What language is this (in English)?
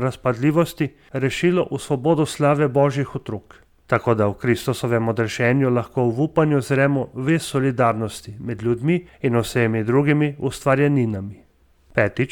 Slovenian